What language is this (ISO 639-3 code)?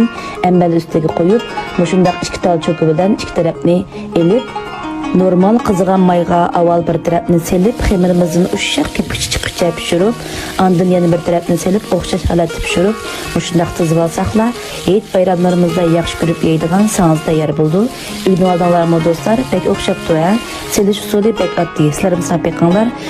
uig